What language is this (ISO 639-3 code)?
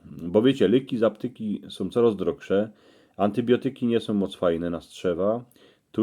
szl